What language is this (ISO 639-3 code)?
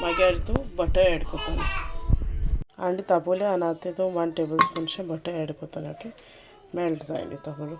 kok